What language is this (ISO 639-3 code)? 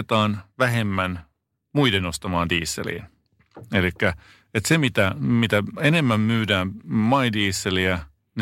fin